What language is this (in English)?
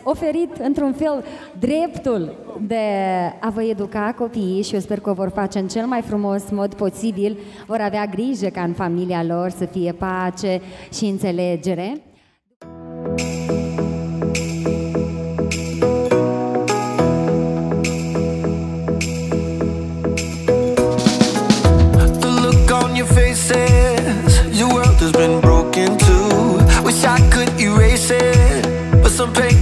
Romanian